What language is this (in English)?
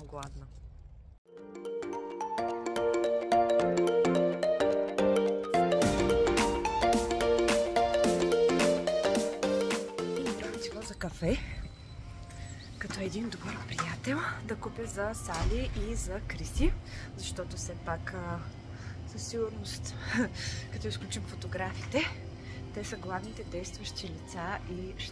Bulgarian